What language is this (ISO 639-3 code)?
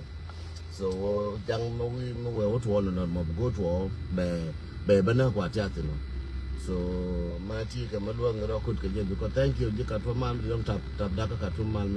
nus